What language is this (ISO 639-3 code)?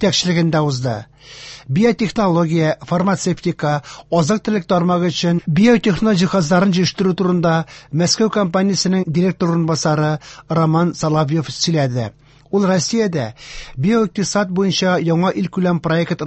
tat